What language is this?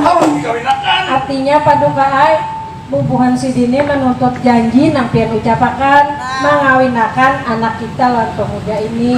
Banjar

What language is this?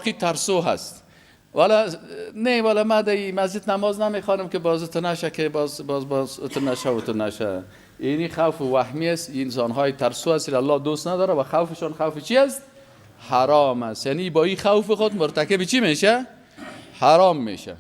Persian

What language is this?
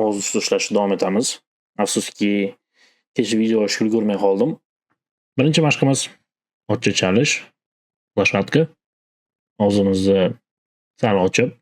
Uzbek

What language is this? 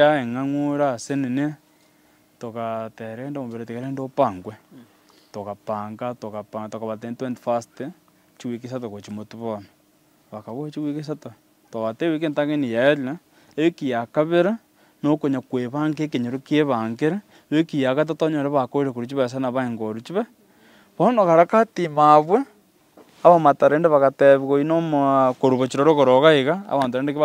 Gusii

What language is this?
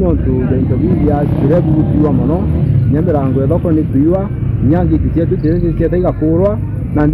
Meru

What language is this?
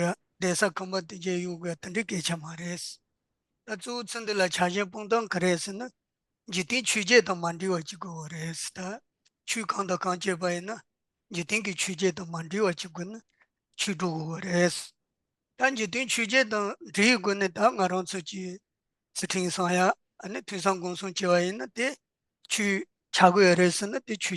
Tibetan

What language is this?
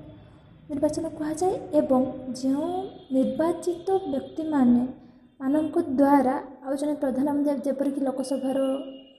Odia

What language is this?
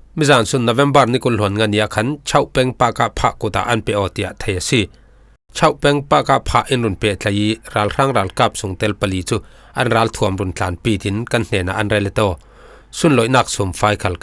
Falam Chin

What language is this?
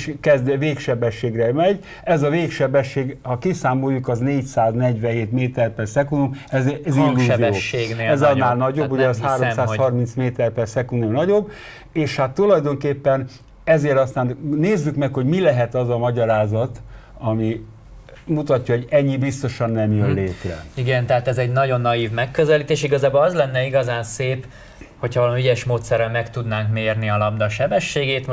Hungarian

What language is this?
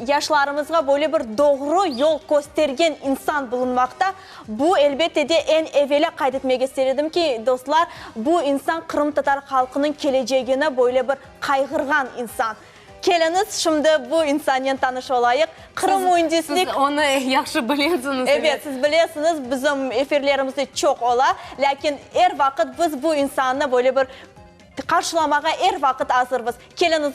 Crimean Tatar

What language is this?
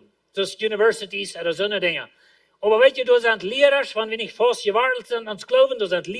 Plautdietsch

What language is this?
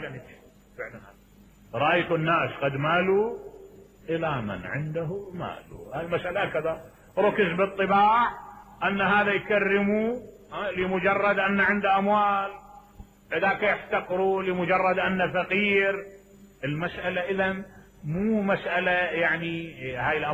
Mesopotamian Arabic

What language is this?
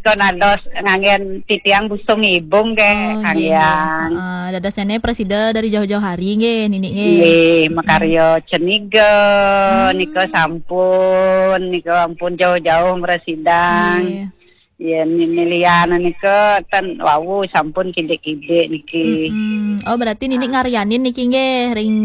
Balinese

